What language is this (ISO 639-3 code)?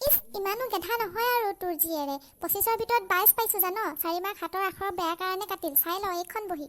asm